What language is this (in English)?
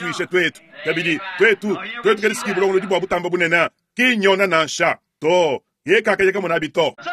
Luba-Lulua